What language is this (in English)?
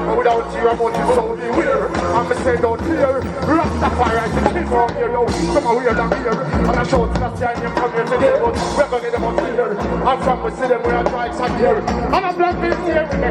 Jamaican Creole English